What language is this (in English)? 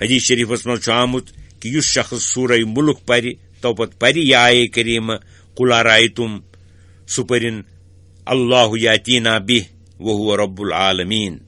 Kashmiri